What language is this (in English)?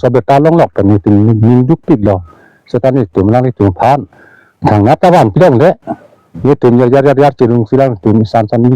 Karbi